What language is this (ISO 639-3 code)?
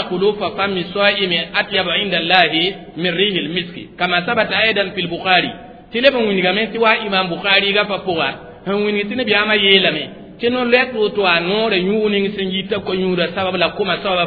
mos